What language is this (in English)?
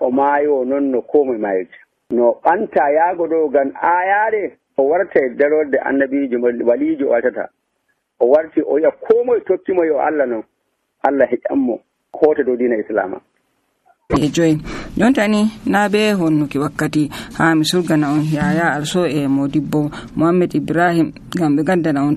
Nigerian Fulfulde